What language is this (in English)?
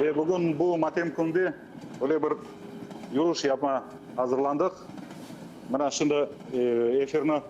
Crimean Tatar